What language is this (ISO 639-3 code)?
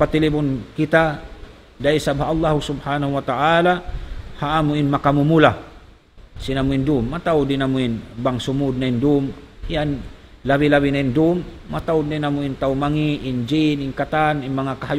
tsg